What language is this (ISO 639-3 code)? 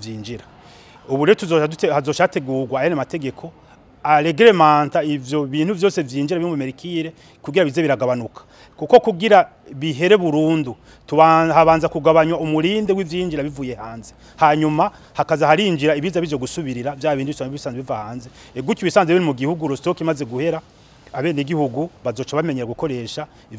run